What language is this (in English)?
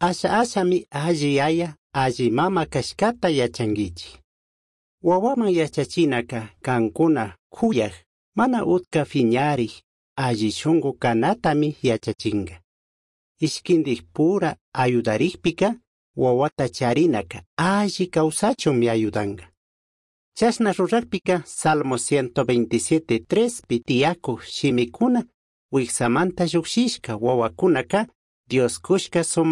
Chimborazo Highland Quichua